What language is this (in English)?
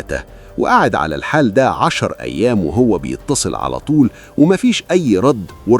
Egyptian Arabic